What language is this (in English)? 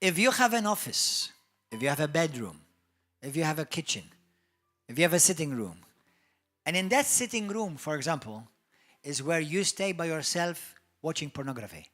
English